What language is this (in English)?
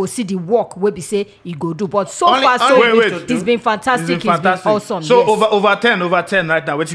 Nigerian Pidgin